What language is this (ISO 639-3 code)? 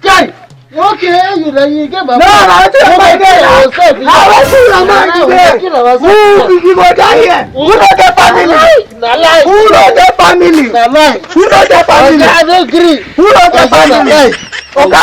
pcm